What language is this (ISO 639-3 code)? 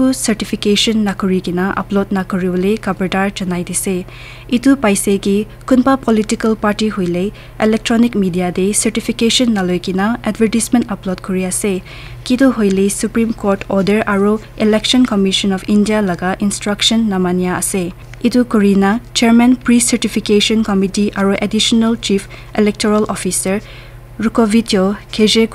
nag